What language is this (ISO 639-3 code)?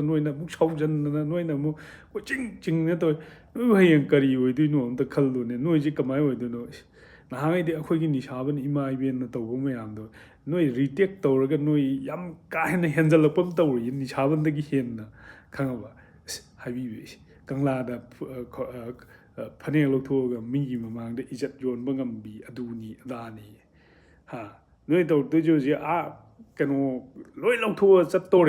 mni